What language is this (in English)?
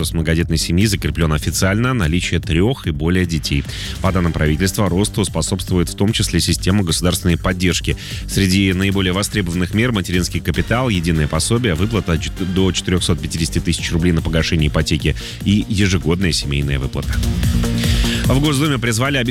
Russian